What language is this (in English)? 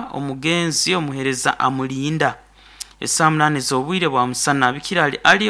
Nyankole